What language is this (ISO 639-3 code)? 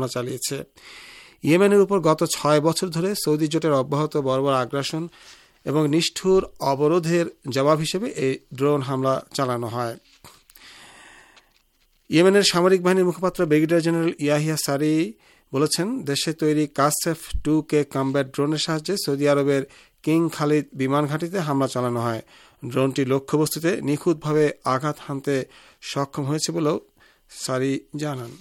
ben